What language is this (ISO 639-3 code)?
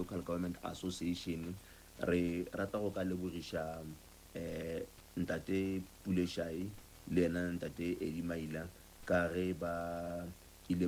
nso